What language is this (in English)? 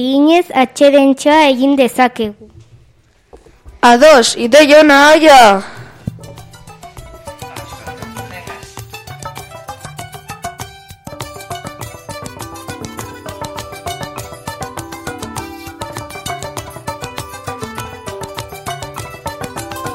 Basque